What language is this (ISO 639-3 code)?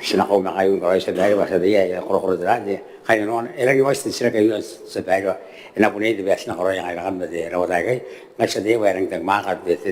gil